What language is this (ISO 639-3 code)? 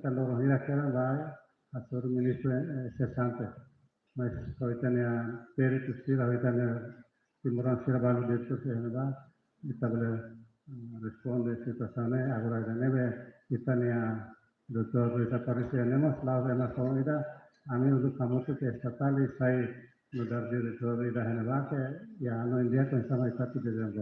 tet